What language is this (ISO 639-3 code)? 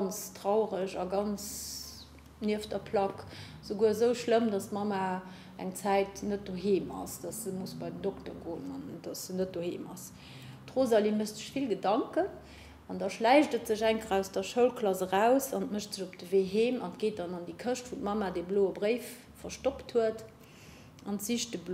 ltz